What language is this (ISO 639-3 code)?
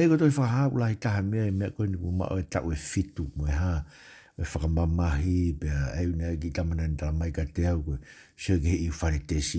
ton